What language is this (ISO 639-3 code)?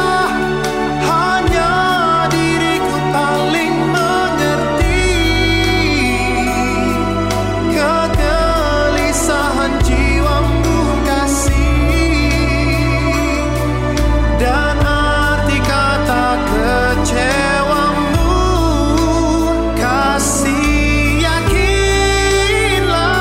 ind